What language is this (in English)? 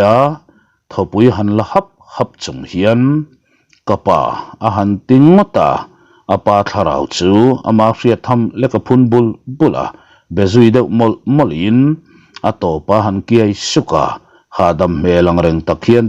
Mizo